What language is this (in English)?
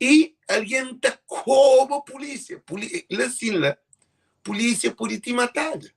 Kabuverdianu